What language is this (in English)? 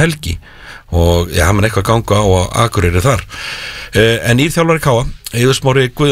Icelandic